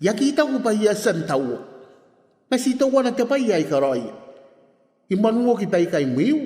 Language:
Gilbertese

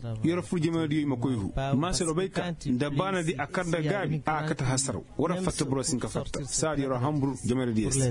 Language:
Koyraboro Senni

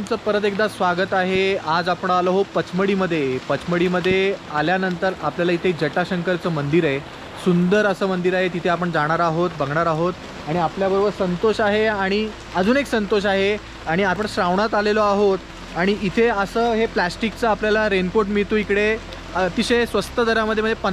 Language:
Marathi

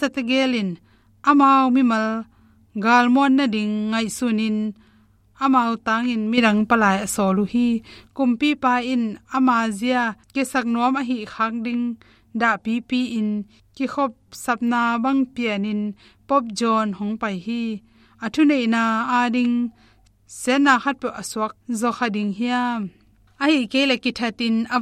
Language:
Tedim Chin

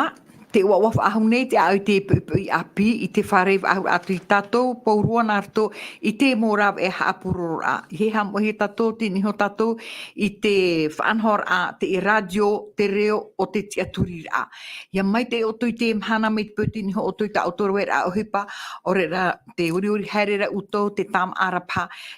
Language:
Tahitian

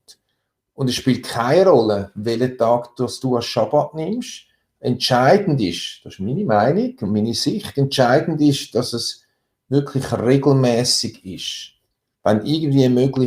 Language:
Swiss German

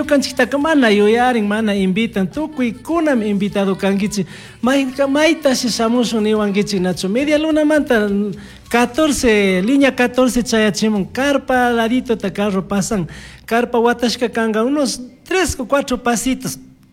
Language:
Chimborazo Highland Quichua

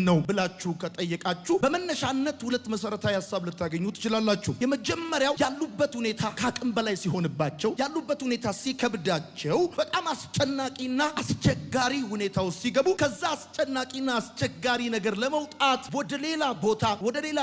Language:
Amharic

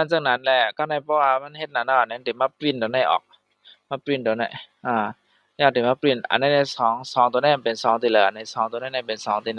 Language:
Shan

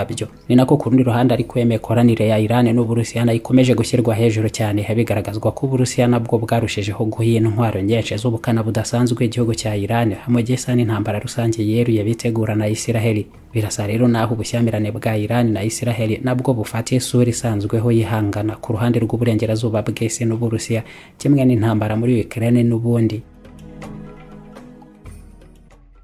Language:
Kinyarwanda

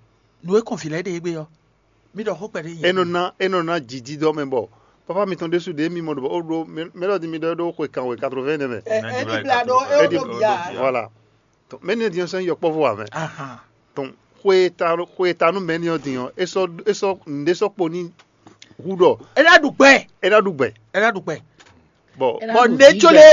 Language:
Fon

